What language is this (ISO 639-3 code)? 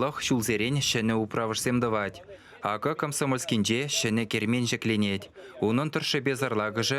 chv